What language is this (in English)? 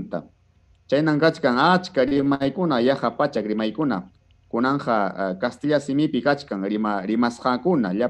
Ayacucho Quechua